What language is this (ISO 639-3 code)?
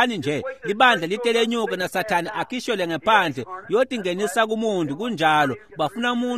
ssw